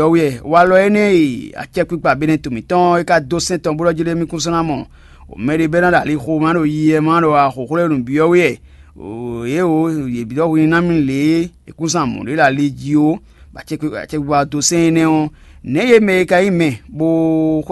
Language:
Fon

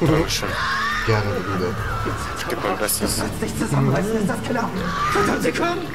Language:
Swiss German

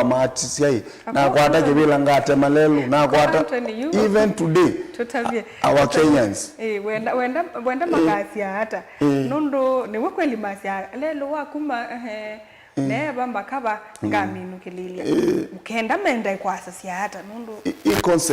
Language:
Kamba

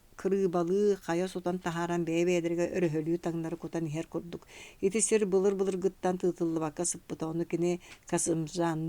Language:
Yakut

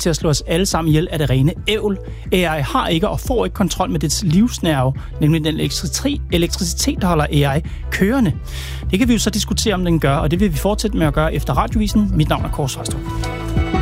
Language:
Danish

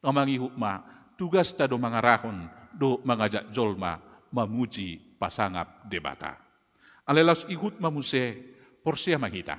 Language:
Batak Toba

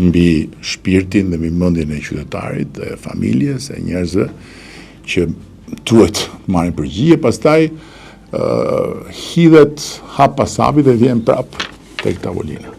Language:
Albanian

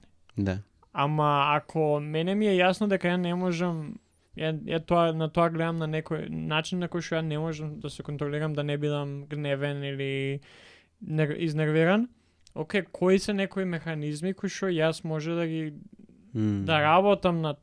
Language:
Macedonian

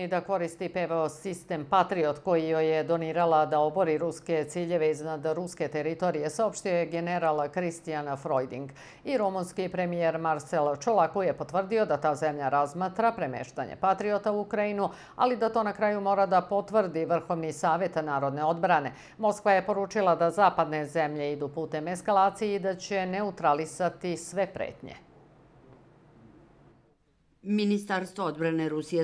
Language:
Serbian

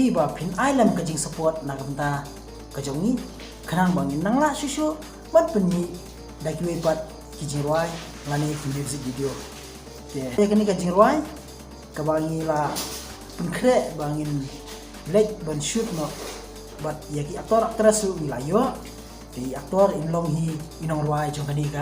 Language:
Khasi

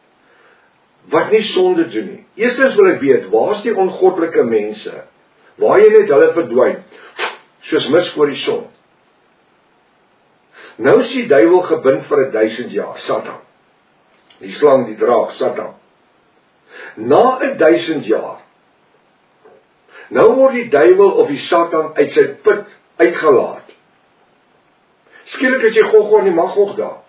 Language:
Afrikaans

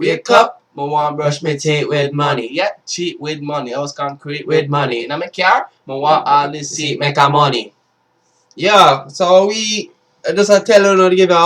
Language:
Jamaican Creole English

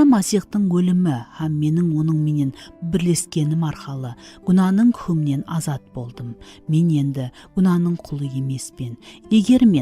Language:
Kara-Kalpak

